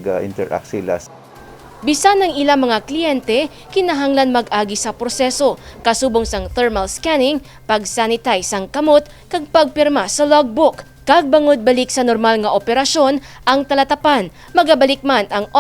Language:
Hiligaynon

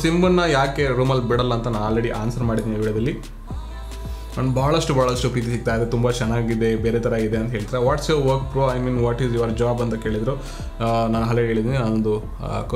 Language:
Kannada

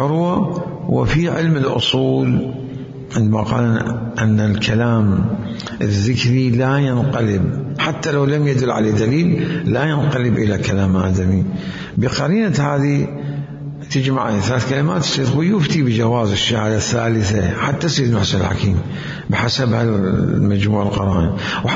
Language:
Mesopotamian Arabic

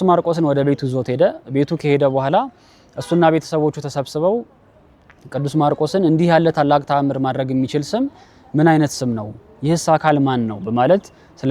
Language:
Amharic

